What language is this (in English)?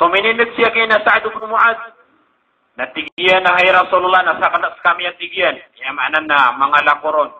Maranao